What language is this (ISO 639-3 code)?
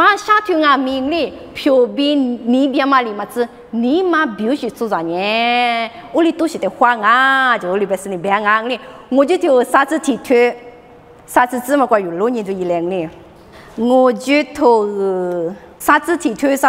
lis